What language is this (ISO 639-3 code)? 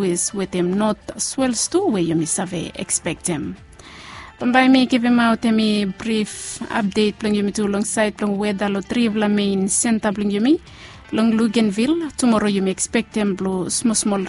bis